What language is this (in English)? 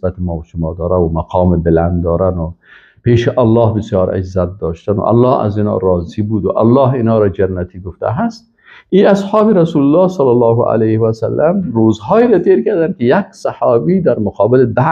Persian